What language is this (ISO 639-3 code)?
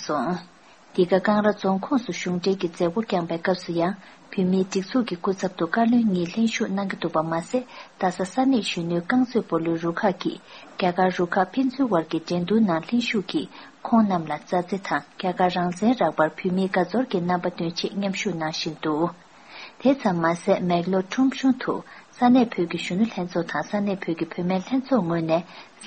bod